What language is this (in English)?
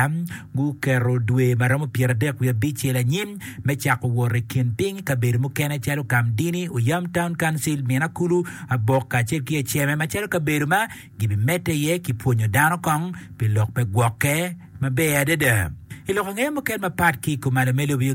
Acoli